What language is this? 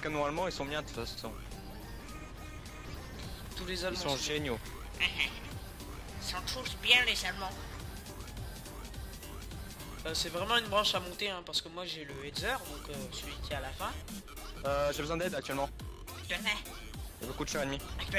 French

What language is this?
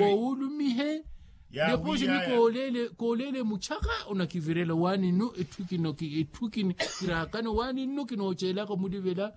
Makhuwa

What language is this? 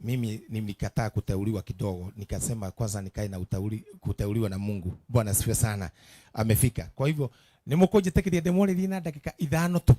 Kikuyu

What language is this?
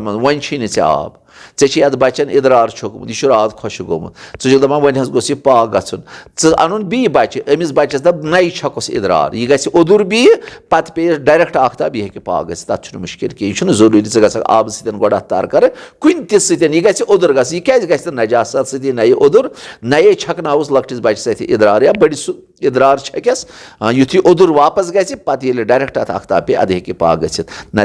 Kashmiri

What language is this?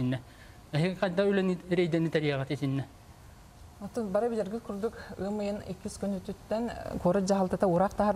Yakut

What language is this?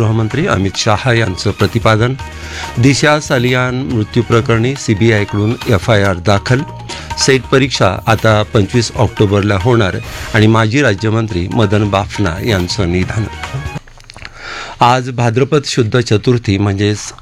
Marathi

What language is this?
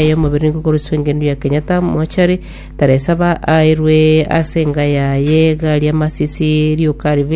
Gusii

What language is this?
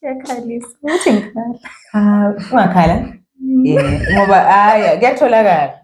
Zulu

